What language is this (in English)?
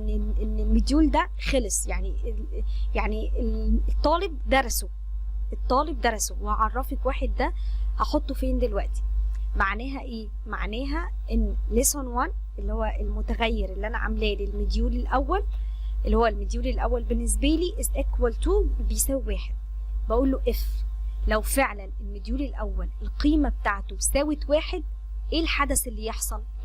Egyptian Arabic